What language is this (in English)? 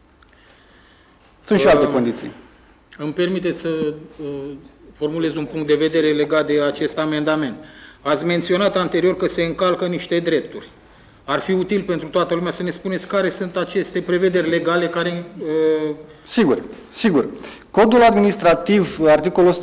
Romanian